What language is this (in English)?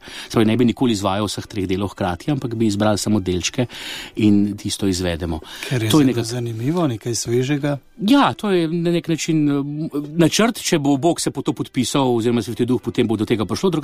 Slovenian